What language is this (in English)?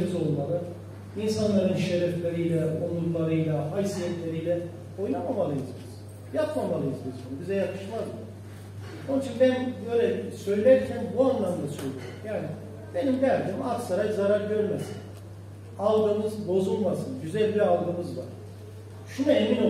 Turkish